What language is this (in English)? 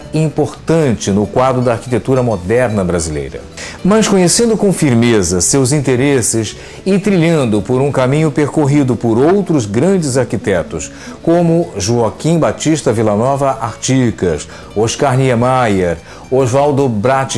Portuguese